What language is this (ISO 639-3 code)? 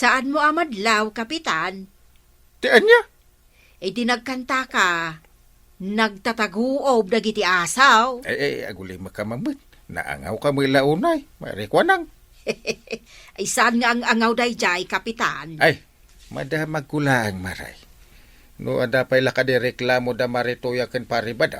ilo